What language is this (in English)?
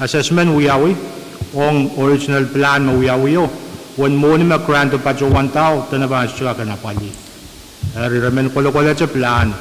Pohnpeian